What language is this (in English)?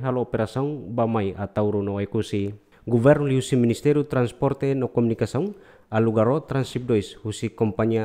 Tetum